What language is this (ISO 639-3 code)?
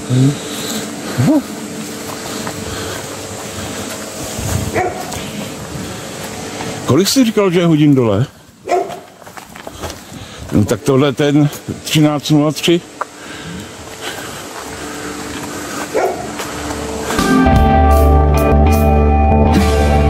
ces